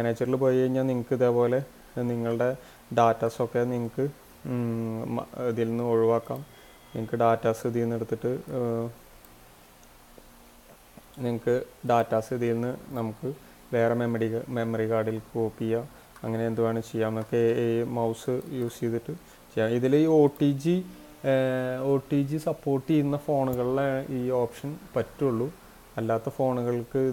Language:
Malayalam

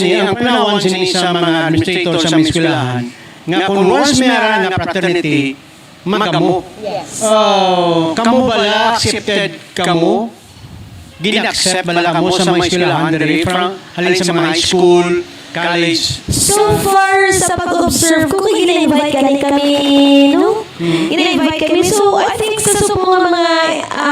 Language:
Hiligaynon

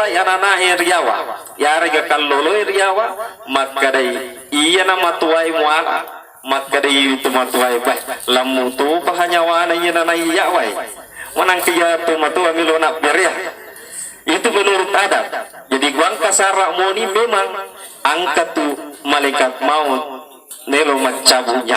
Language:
Buginese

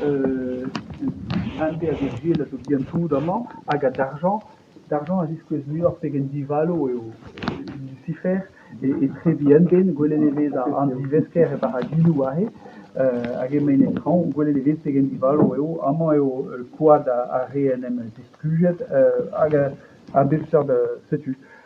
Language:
Breton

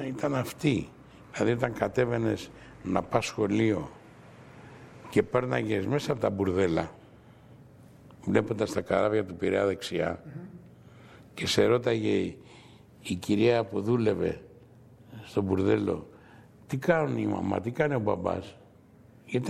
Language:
Greek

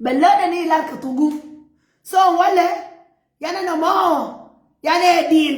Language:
Nuer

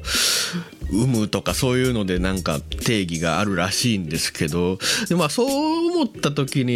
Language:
Japanese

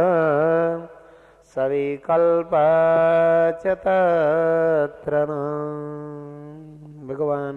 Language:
Gujarati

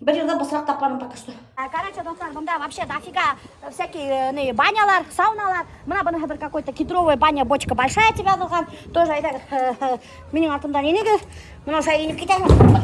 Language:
Bashkir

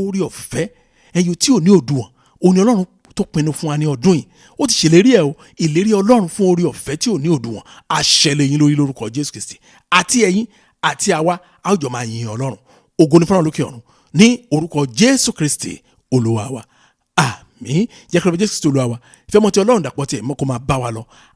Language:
Yoruba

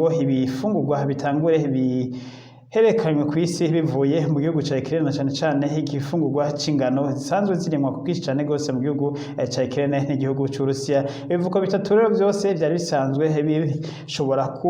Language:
Rundi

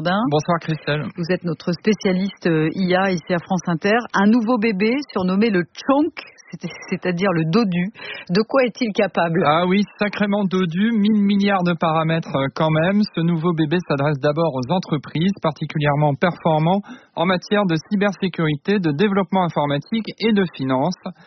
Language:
French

